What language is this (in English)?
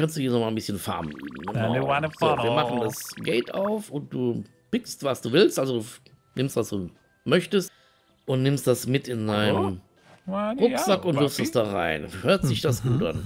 German